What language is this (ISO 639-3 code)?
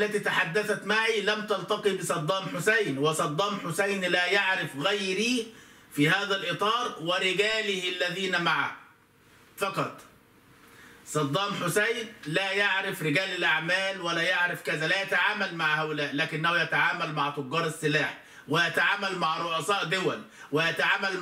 ara